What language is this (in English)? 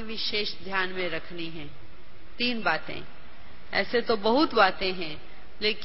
Hindi